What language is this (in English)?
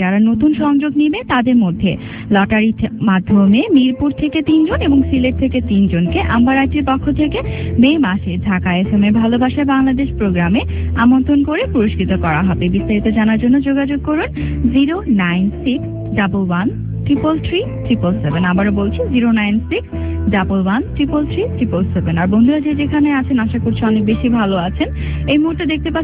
Bangla